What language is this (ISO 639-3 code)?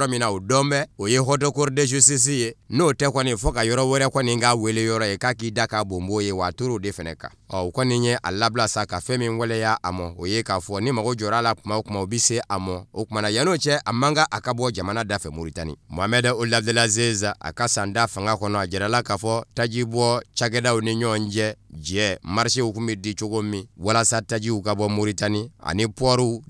bam